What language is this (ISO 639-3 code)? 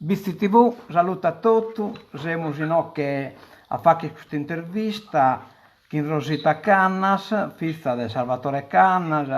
srd